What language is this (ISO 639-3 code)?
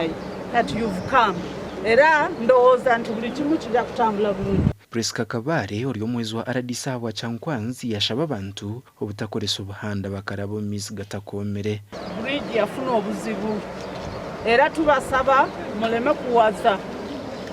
nyn